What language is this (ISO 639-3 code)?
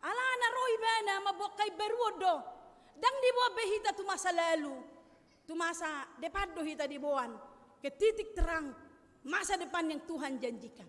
bbc